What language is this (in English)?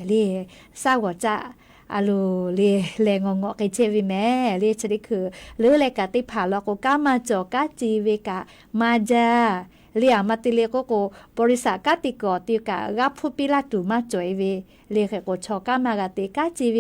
Lahu